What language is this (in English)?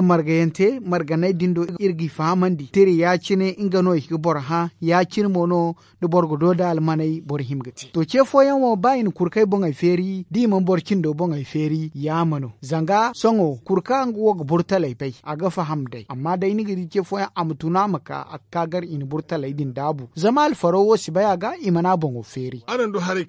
Zarma